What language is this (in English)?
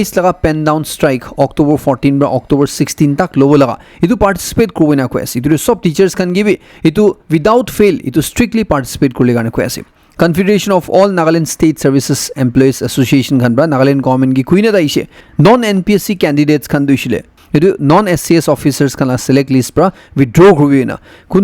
Naga Pidgin